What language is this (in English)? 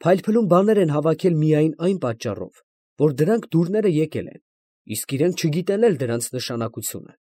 Armenian